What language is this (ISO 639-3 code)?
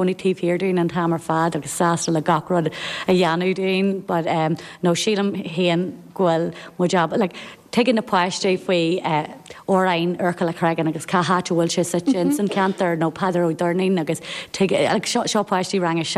gle